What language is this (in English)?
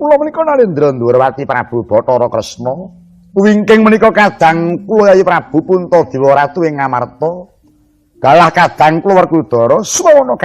Javanese